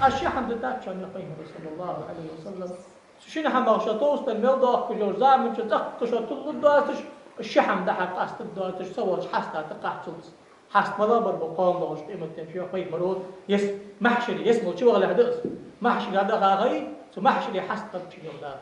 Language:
Ingush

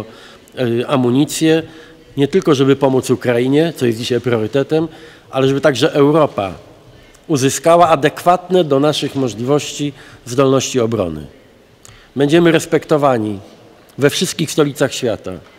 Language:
Polish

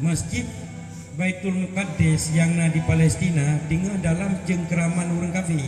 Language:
Achinese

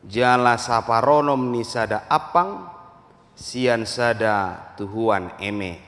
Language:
Batak Toba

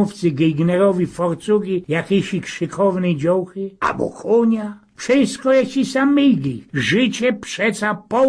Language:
Silesian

